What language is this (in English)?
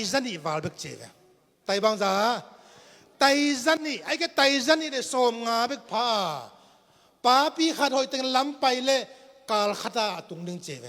Tedim Chin